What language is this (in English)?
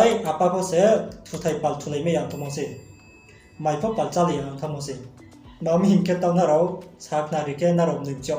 Riang (India)